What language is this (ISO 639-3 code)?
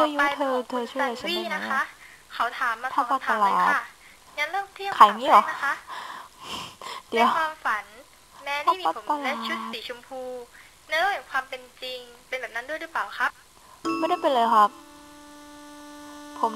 tha